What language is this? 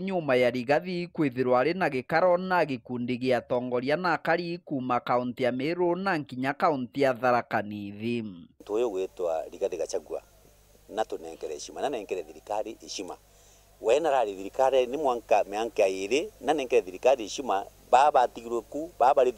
Meru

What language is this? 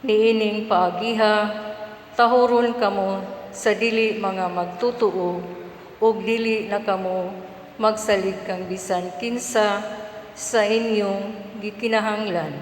Cebuano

